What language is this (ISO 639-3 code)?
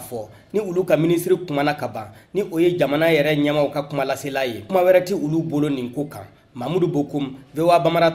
bam